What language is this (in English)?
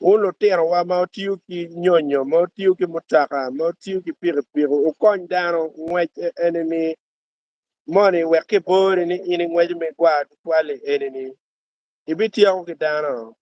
Acoli